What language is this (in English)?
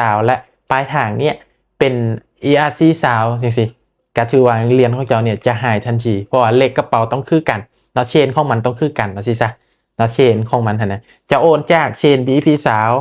Lao